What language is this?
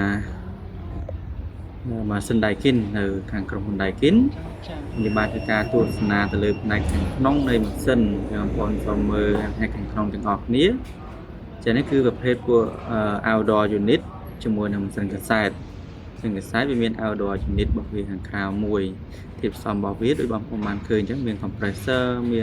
Khmer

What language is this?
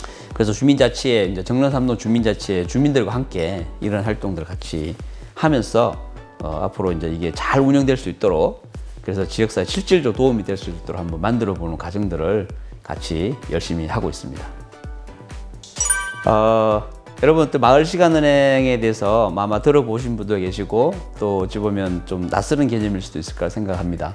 Korean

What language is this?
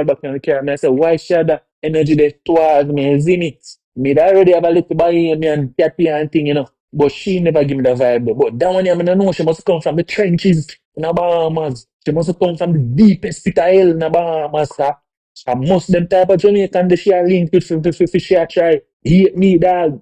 Jamaican Creole English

